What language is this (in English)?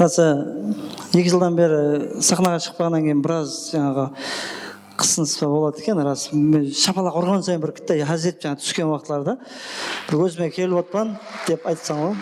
Kara-Kalpak